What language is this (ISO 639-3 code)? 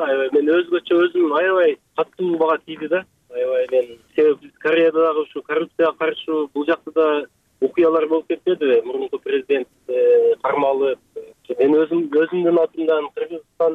kir